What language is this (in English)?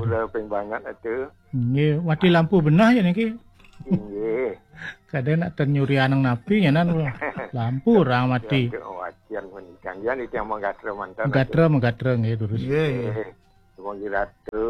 Balinese